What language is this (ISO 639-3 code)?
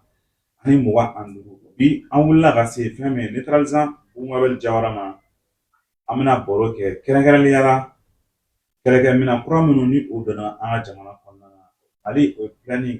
bam